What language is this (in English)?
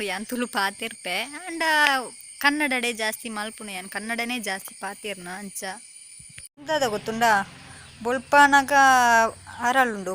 Tulu